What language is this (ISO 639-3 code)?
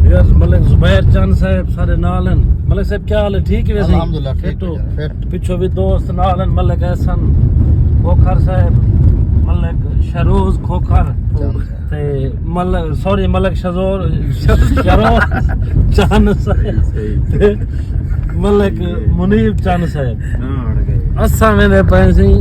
skr